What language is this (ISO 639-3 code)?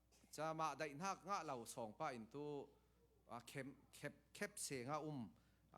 cfm